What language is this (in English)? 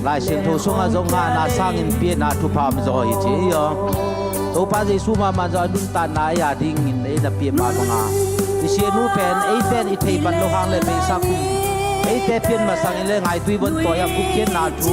Tedim Chin